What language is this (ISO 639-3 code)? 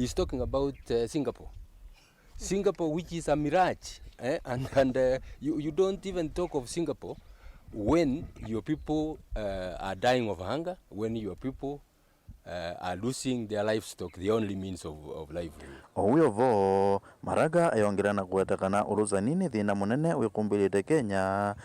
kam